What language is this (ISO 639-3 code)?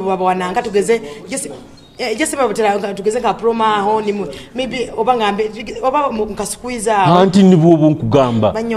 nyo